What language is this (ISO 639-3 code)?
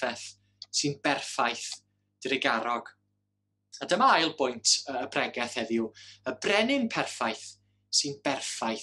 cym